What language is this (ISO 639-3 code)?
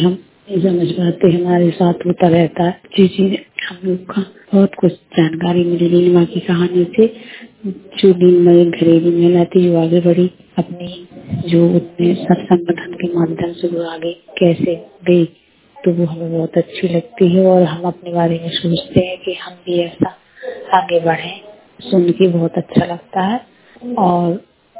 hin